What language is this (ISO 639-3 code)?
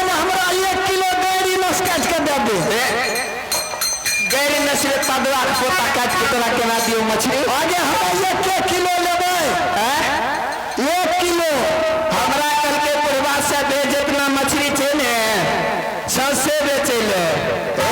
mai